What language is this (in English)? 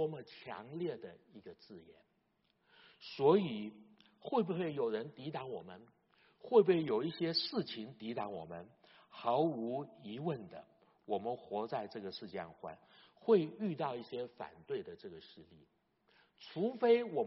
Chinese